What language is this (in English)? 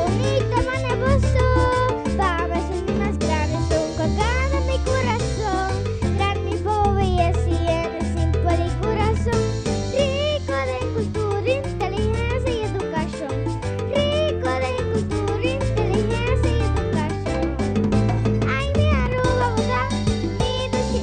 Papiamento